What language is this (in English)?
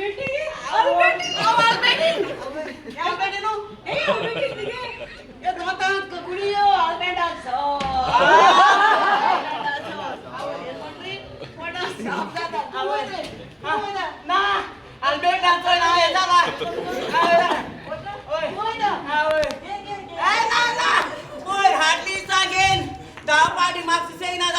Konkani